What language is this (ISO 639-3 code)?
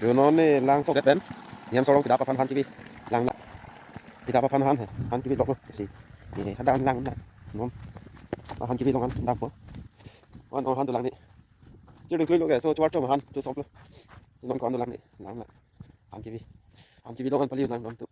mjw